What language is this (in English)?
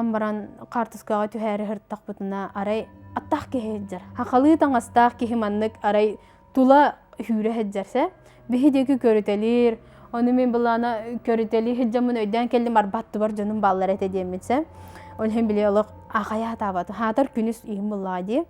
Yakut